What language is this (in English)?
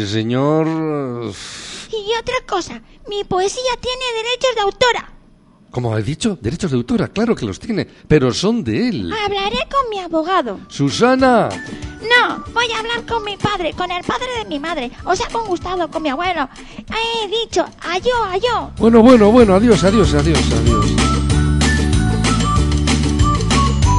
Spanish